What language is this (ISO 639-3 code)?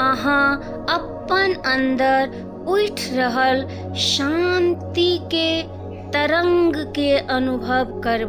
mai